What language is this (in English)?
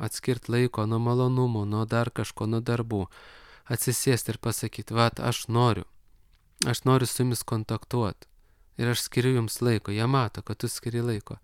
Lithuanian